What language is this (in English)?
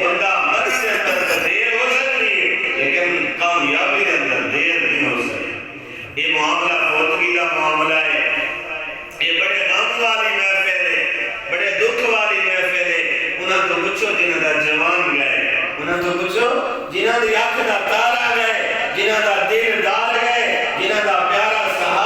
Saraiki